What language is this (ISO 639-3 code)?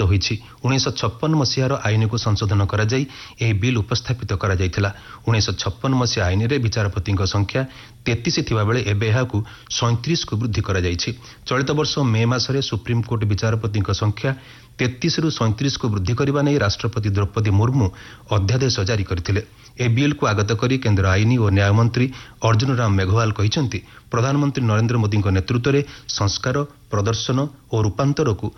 ori